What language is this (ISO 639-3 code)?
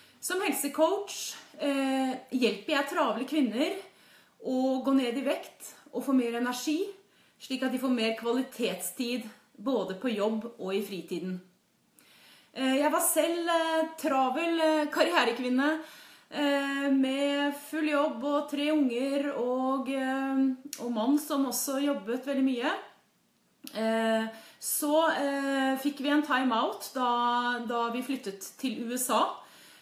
nor